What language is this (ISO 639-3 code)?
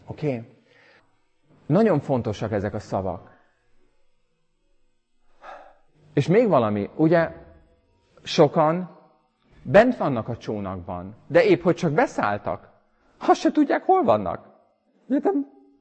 hun